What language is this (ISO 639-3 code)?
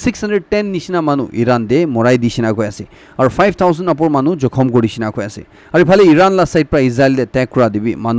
nag